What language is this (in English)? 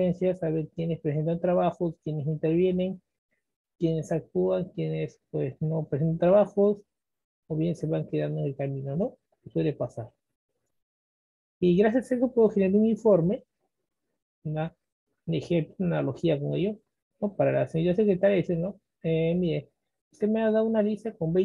Spanish